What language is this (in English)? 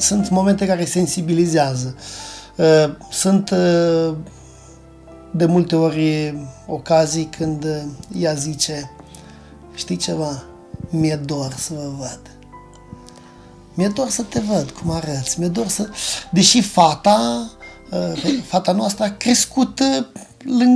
Romanian